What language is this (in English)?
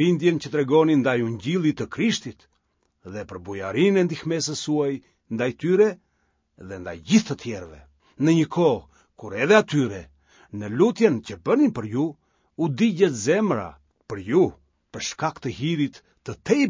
Albanian